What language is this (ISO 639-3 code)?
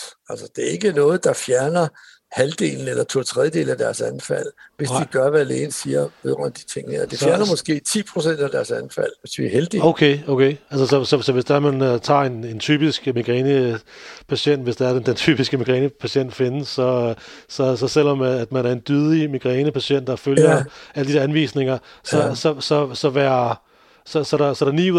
dan